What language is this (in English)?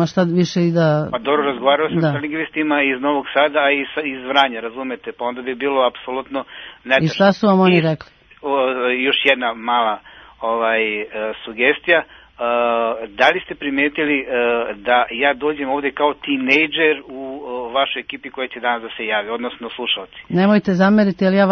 Serbian